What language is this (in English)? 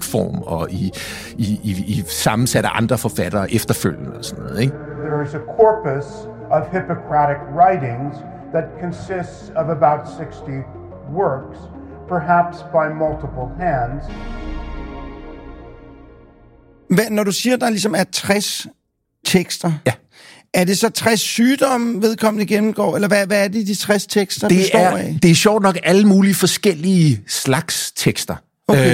Danish